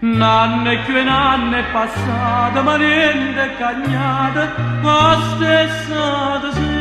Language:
Neapolitan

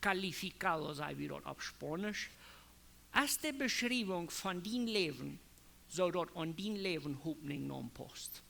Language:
Plautdietsch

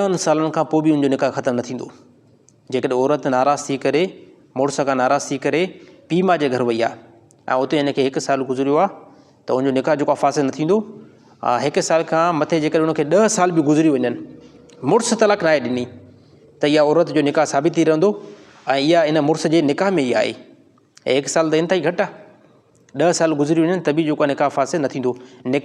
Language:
Sindhi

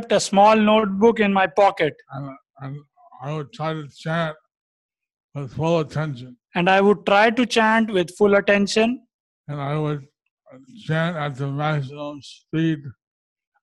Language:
English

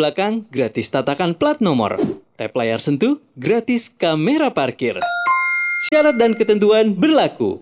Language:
Indonesian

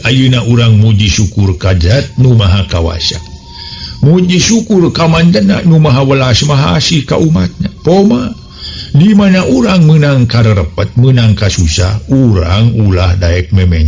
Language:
Sundanese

